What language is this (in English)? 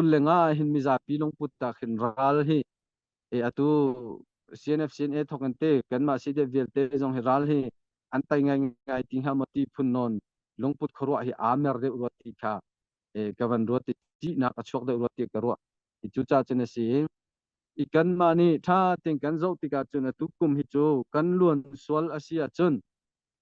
Hakha Chin